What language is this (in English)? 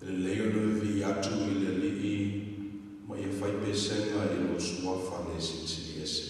Samoan